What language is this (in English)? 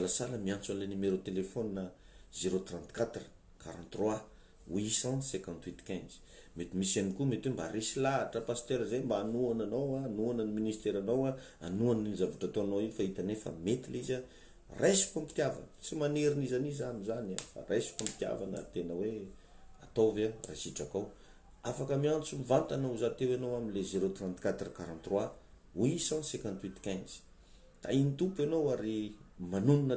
Malagasy